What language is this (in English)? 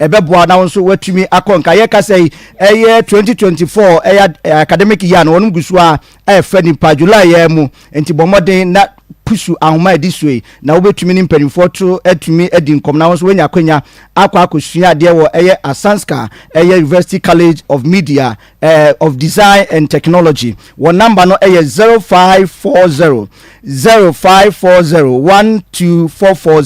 Akan